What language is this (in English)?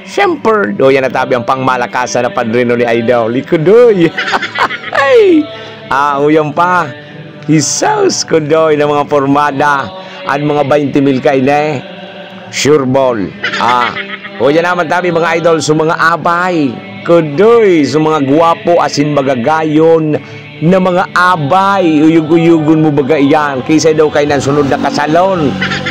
Bikol